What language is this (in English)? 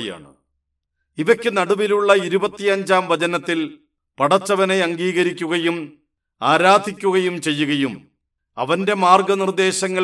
Malayalam